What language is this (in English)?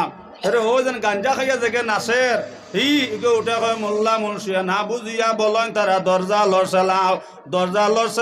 Sylheti